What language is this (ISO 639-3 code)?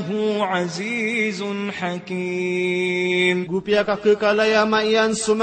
mrw